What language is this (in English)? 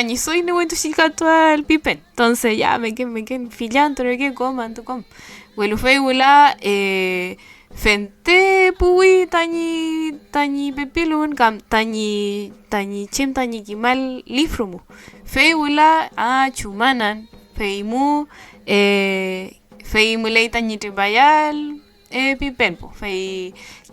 Mapuche